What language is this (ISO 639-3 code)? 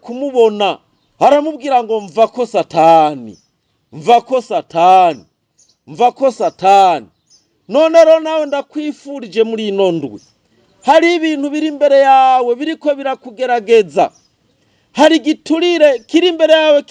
run